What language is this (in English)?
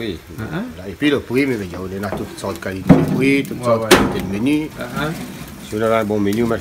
Réunion Creole French